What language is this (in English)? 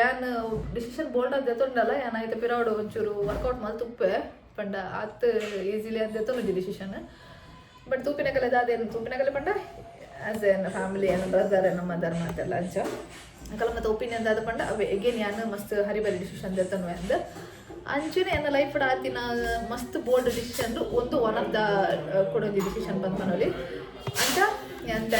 Tulu